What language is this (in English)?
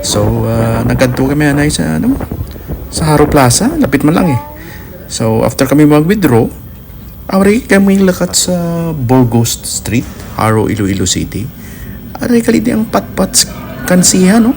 Hiligaynon